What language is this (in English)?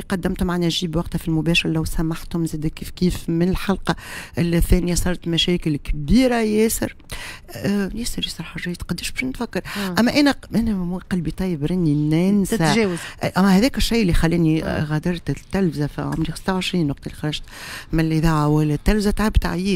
Tunisian Arabic